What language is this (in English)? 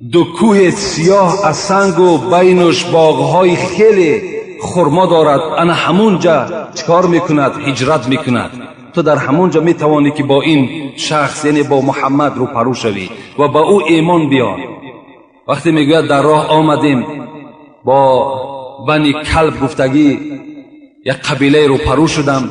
Tajik